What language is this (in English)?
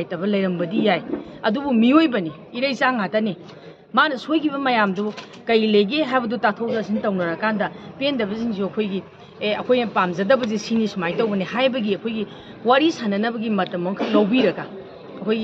Manipuri